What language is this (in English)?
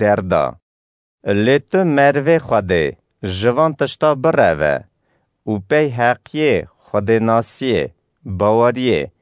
Kurdish